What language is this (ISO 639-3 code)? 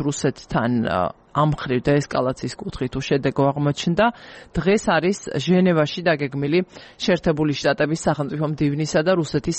kat